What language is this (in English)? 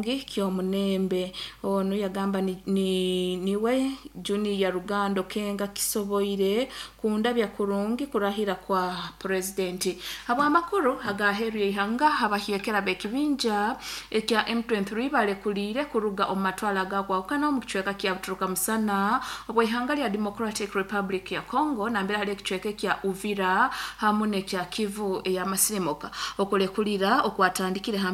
Nyoro